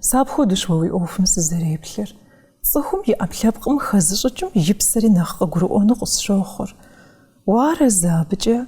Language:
Kabardian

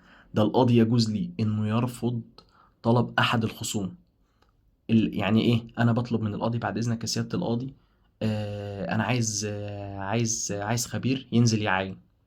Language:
Egyptian Arabic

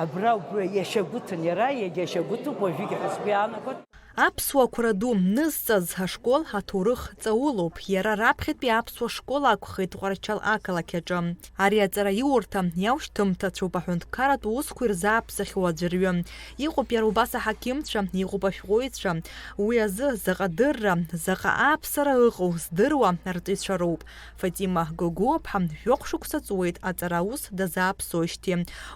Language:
Abkhazian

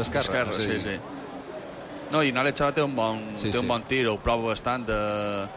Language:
Catalan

